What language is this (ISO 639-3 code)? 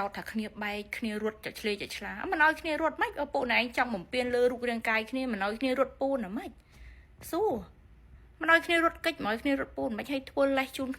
khm